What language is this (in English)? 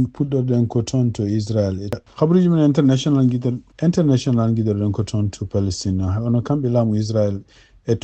Fula